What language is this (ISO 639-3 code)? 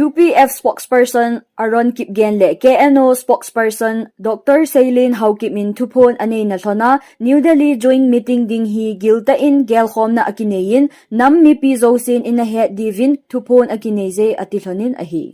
tcz